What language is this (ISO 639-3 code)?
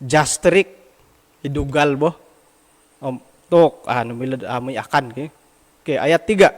dtp